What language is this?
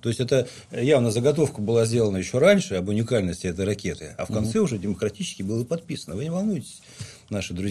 Russian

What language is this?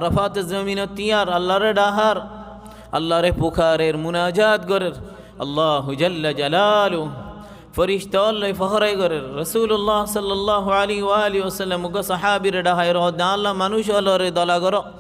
Rohingya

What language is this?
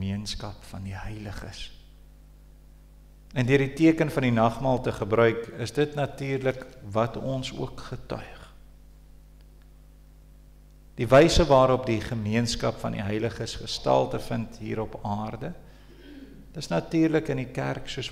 Afrikaans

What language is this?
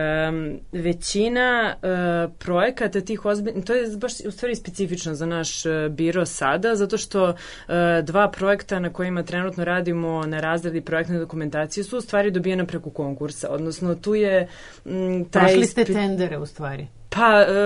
Serbian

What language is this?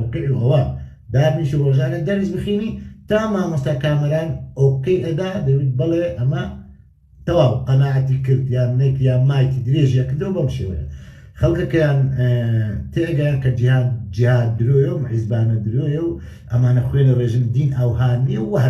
Central Kurdish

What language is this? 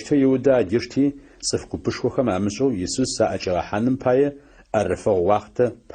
Adyghe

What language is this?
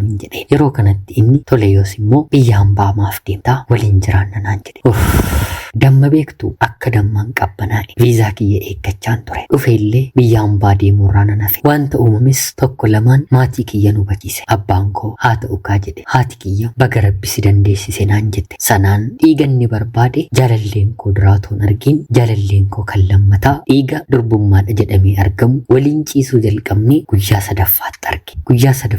Oromo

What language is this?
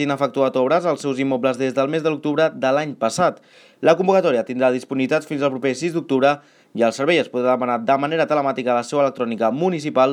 Catalan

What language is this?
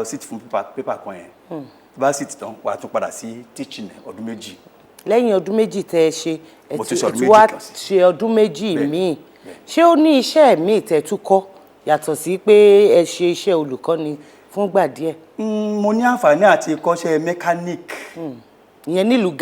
Yoruba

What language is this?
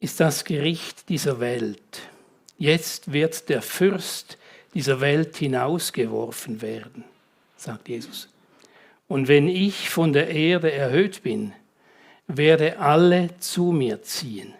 Swiss German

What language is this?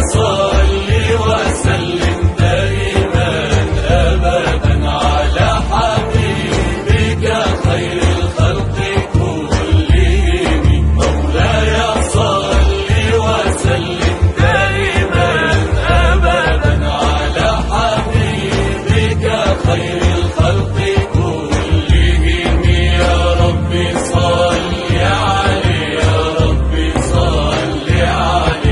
Arabic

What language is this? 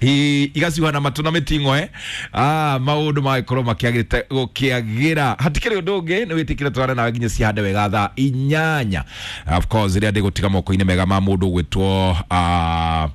Kikuyu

